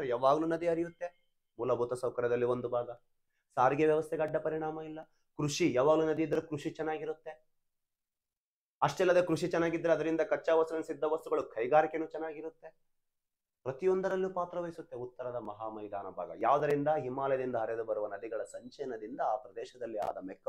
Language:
Kannada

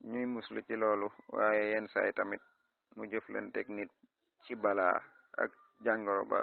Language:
Wolof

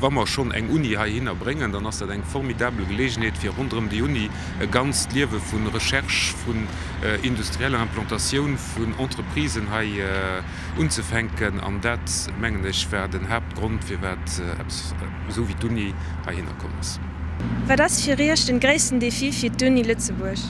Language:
Luxembourgish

